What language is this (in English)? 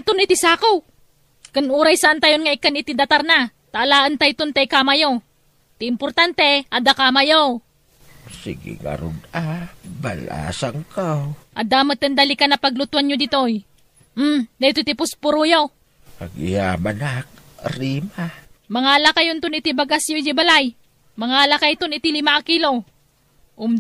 Iloko